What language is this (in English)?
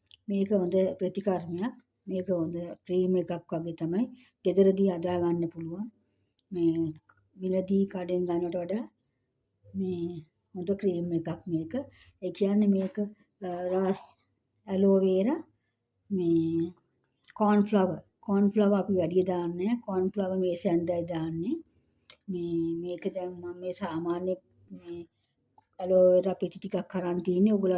Sinhala